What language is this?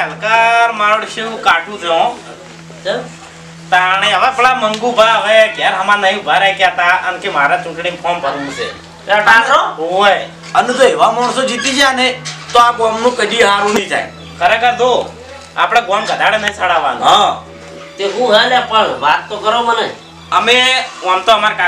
Gujarati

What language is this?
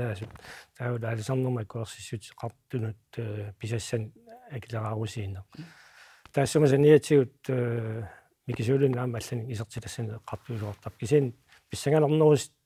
Kalaallisut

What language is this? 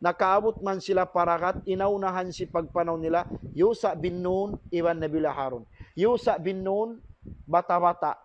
Tausug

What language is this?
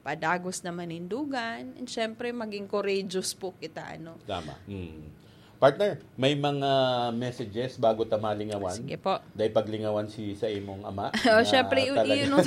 Bikol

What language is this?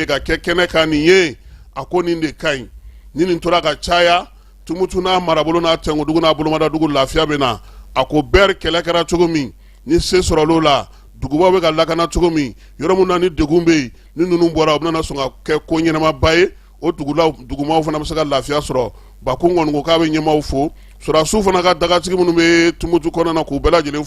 Bambara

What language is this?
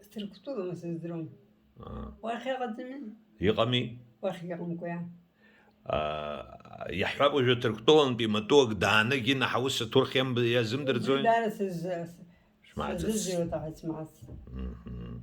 Abkhazian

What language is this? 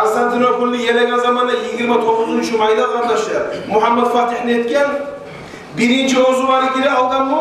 Kumyk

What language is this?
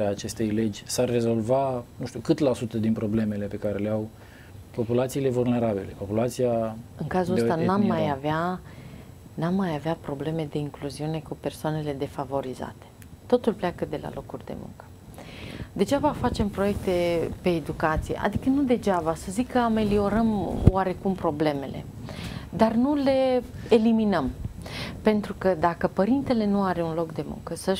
Romanian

